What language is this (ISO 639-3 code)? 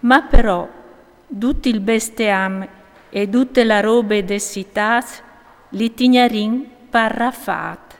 fur